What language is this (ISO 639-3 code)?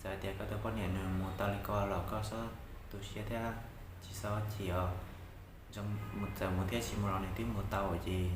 hmn